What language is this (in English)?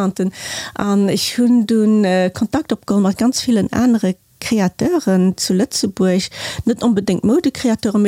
Luxembourgish